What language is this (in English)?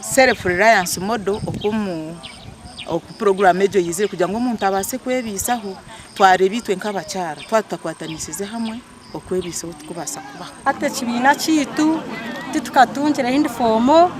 Nyankole